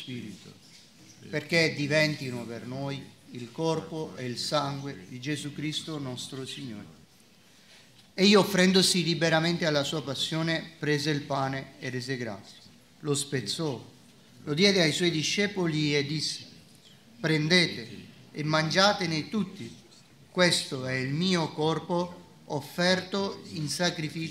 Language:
Italian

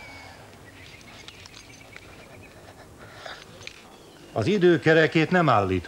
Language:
Hungarian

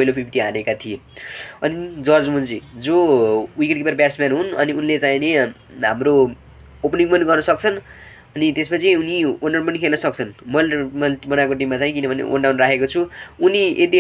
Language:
Nepali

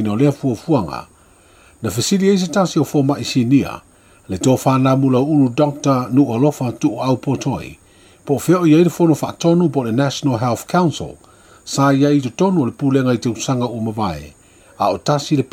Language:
Samoan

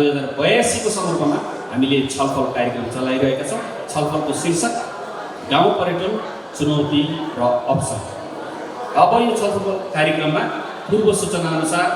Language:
Nepali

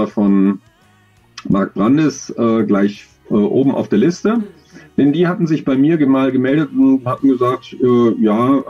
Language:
German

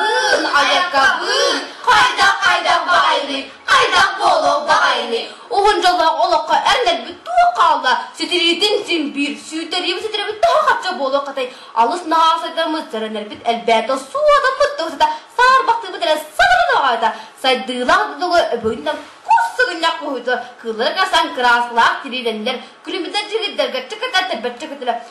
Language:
Yakut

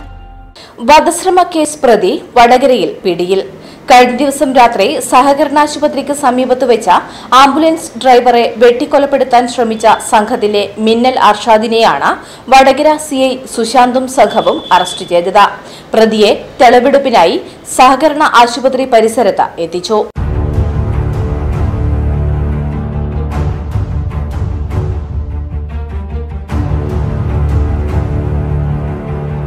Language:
Malayalam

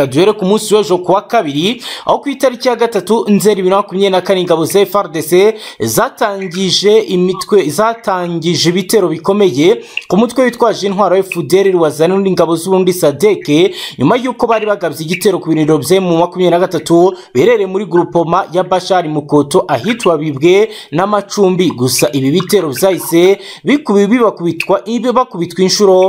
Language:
Kinyarwanda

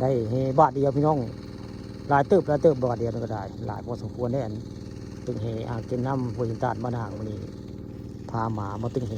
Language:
Northeastern Thai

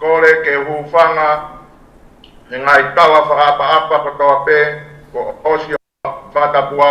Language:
Tongan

